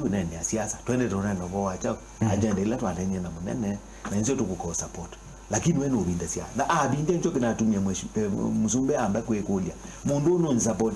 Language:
Kamba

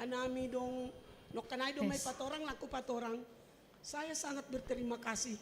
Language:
Batak Simalungun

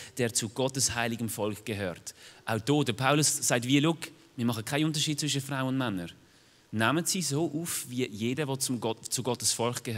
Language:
Swiss German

